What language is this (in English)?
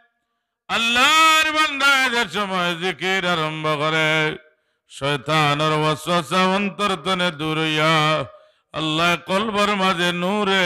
Sylheti